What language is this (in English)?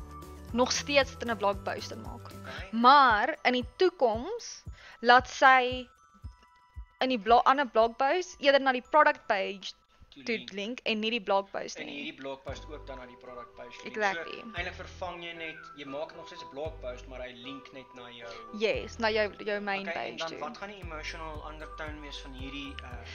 Afrikaans